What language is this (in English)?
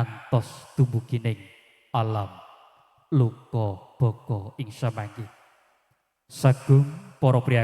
Javanese